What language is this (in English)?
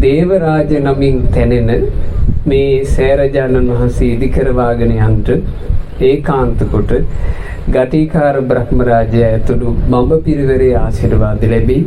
Sinhala